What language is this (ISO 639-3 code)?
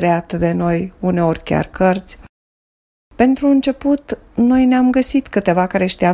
ron